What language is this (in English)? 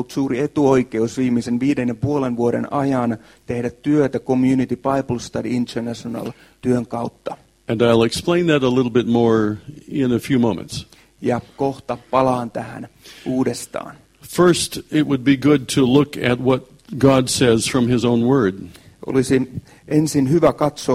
Finnish